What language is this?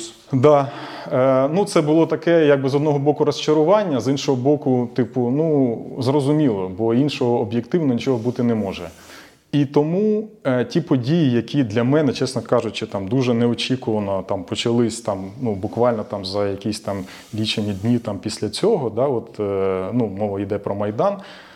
Ukrainian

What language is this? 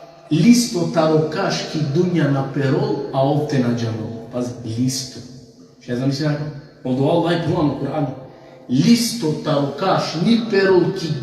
Balkan Romani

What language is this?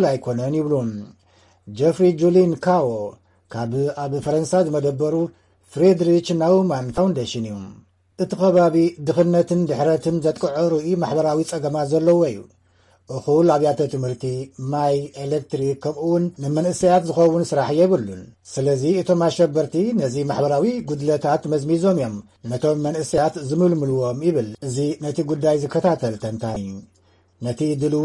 Tigrinya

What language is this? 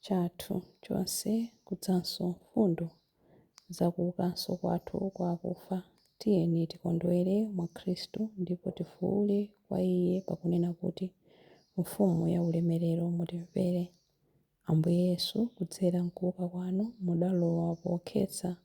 Nyanja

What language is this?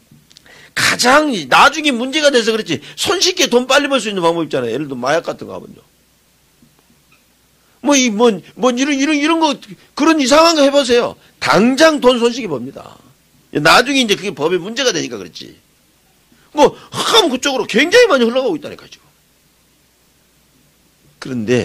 Korean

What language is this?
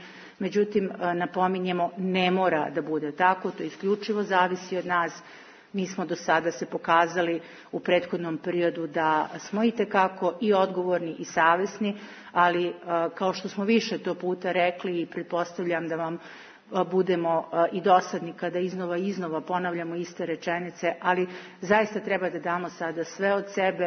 Serbian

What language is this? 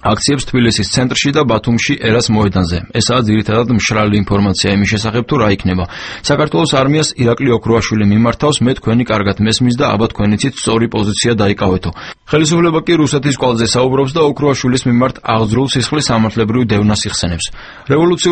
Georgian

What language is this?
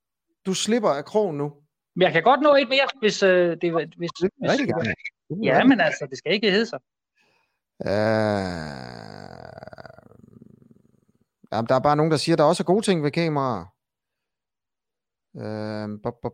Danish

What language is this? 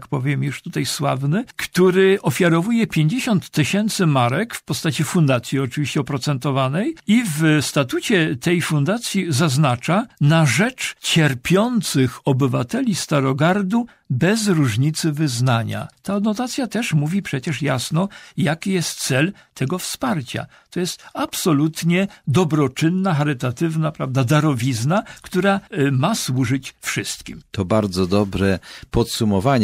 Polish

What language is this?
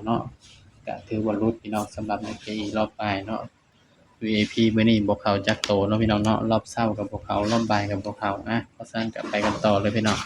Northeastern Thai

